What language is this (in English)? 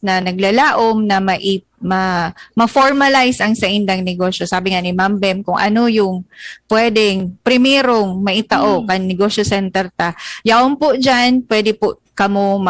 Bikol